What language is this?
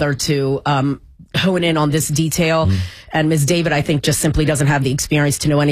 English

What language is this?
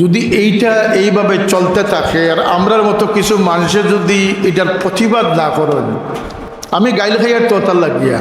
Sylheti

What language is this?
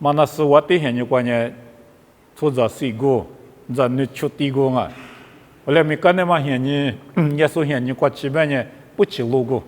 Lisu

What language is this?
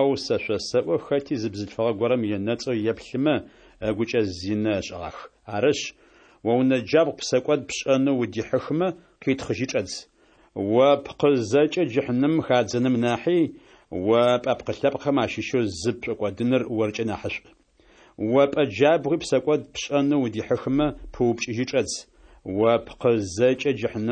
Kabardian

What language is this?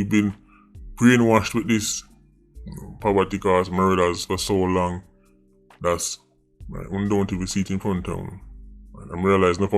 Jamaican Creole English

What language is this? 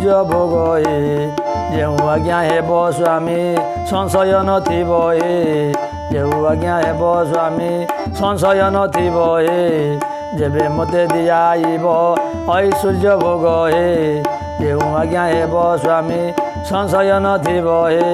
Odia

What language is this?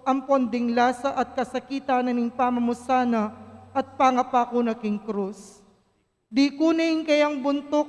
Pampanga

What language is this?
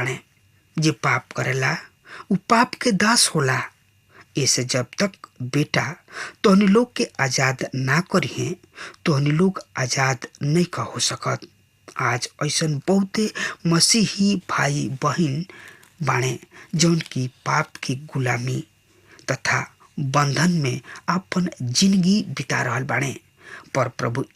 Bhojpuri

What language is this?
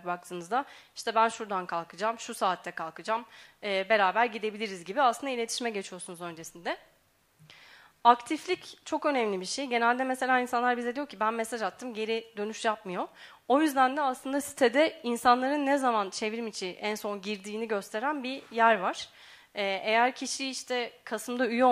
Turkish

